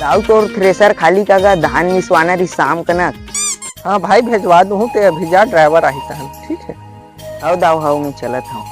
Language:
Chhattisgarhi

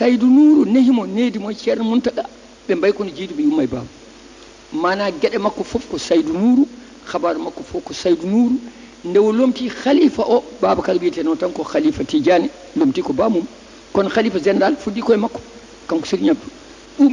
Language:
Fula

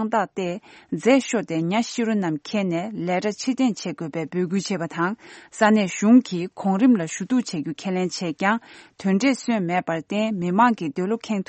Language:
Tibetan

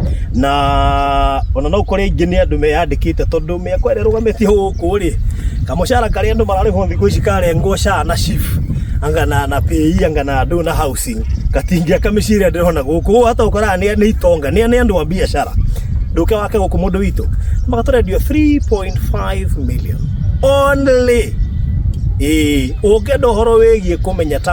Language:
Kikuyu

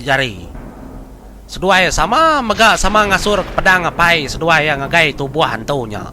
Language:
Iban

